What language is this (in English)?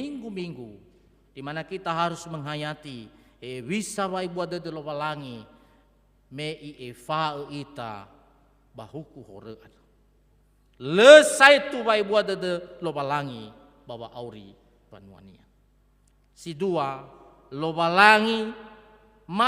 Nias